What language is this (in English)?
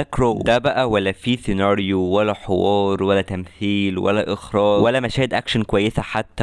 Egyptian Arabic